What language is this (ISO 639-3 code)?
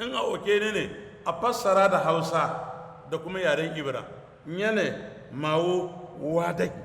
hau